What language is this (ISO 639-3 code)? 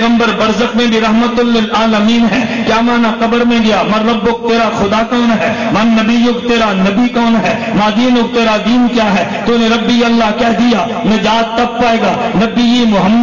urd